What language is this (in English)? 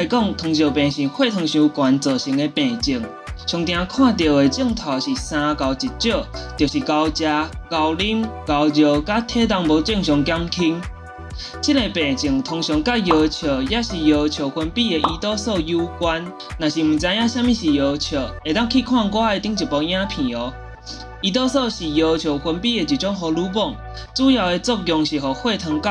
Min Nan Chinese